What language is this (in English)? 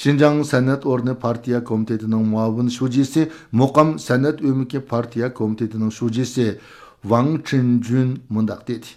Uyghur